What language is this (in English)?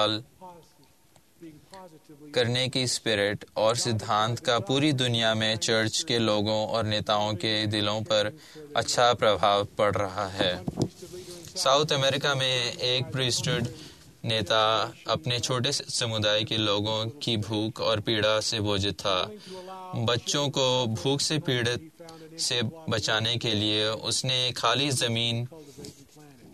Hindi